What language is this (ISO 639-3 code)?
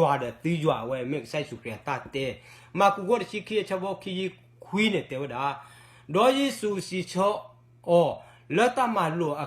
ksw